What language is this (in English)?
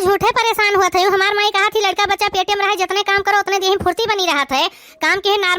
Awadhi